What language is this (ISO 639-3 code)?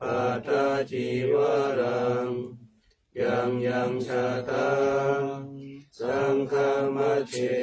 pli